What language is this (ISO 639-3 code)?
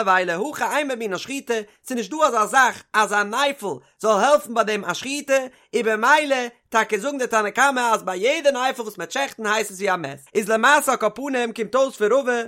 yid